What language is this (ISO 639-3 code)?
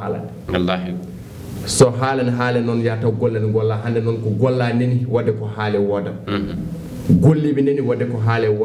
ful